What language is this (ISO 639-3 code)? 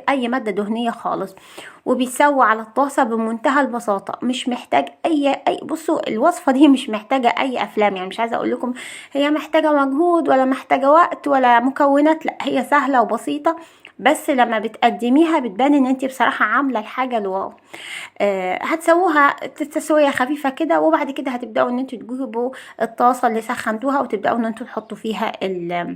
arz